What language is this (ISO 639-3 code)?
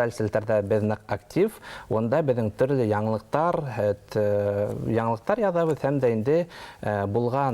bak